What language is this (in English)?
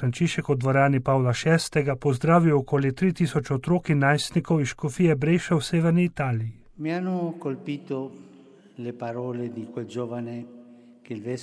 Slovenian